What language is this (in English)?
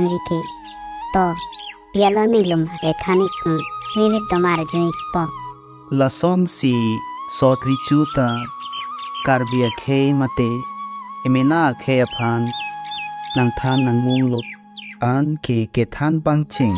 Karbi